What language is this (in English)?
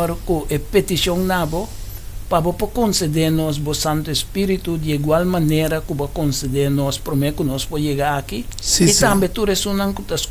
Papiamento